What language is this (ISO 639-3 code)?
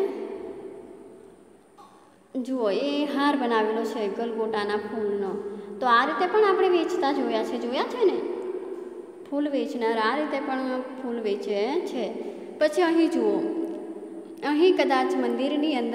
guj